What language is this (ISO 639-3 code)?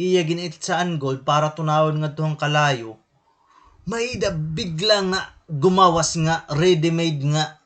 war